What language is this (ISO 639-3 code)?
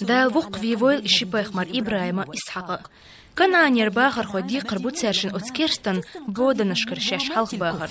che